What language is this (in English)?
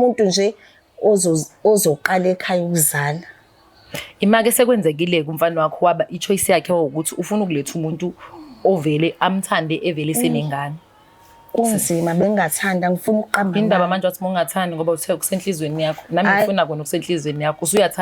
Zulu